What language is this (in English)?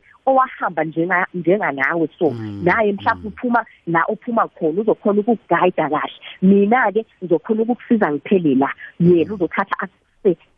South Ndebele